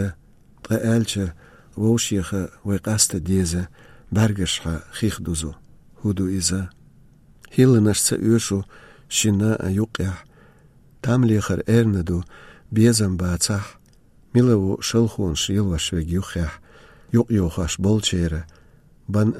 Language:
Chechen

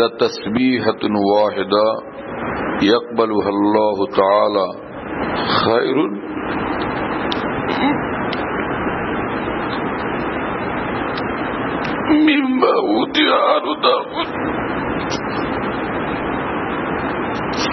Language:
Bangla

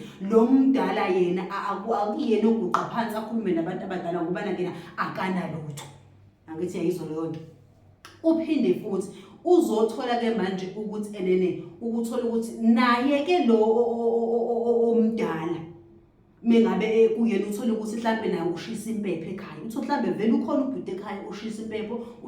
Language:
Zulu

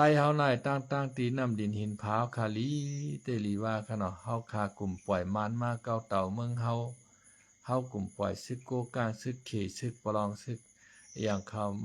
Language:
Shan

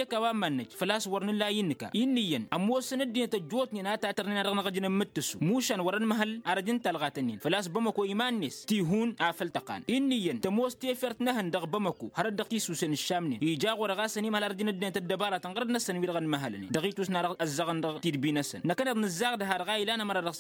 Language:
Tamasheq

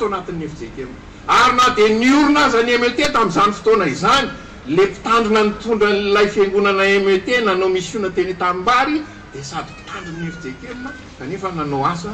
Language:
Malagasy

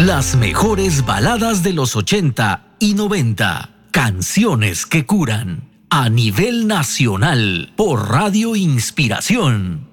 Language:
Spanish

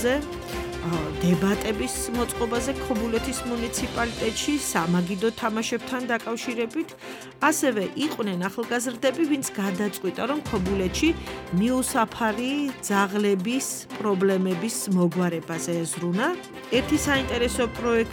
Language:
Georgian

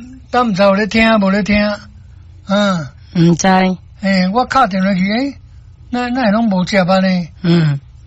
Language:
Min Nan Chinese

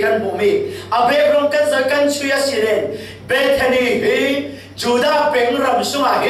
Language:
Falam Chin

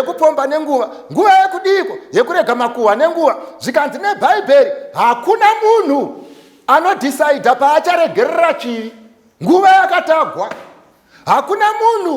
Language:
Shona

